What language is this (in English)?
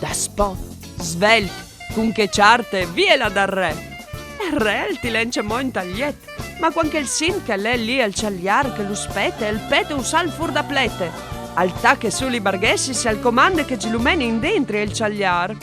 Friulian